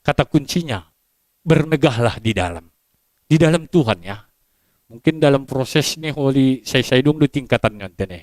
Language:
Batak Simalungun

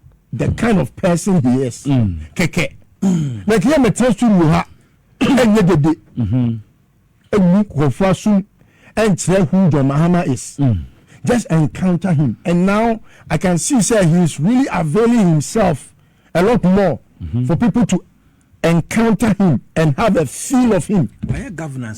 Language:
Akan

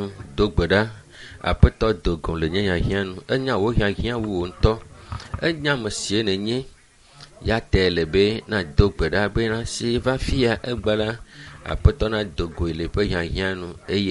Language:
Ewe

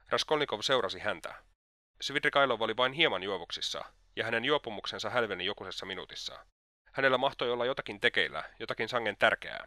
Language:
Finnish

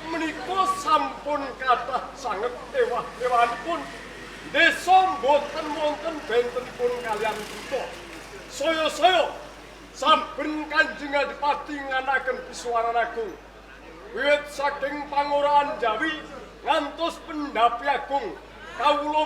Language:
Javanese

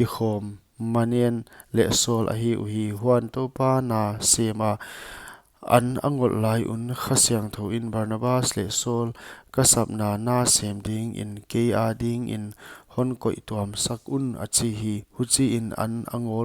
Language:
Paite Chin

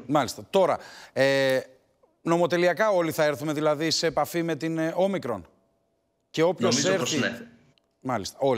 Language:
Greek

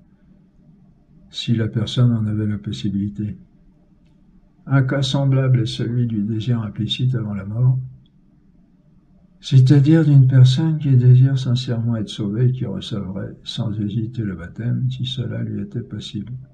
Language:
French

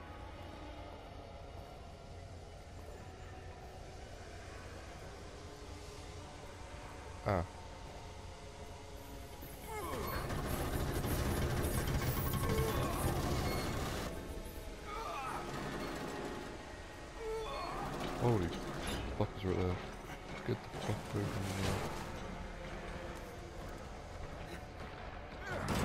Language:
English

